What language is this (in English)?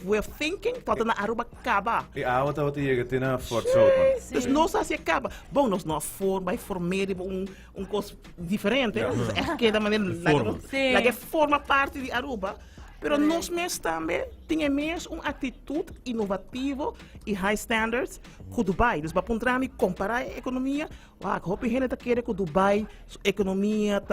Papiamento